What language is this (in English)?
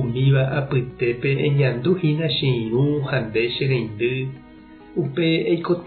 Guarani